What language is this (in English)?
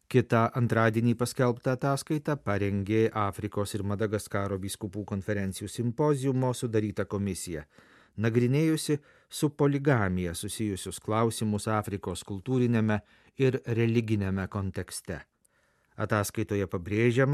Lithuanian